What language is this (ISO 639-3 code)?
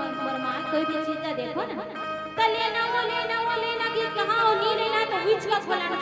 hne